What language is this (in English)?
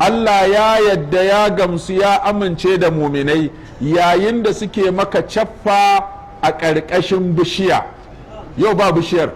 Hausa